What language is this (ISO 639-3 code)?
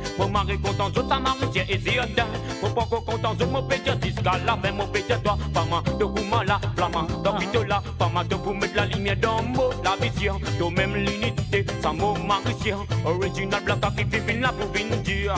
mfe